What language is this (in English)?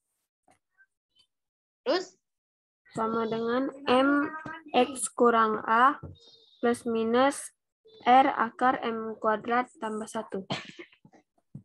Indonesian